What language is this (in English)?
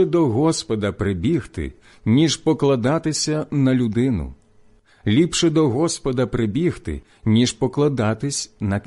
Ukrainian